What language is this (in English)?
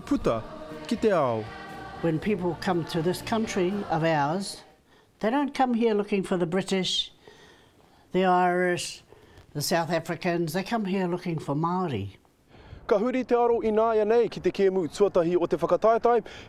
Māori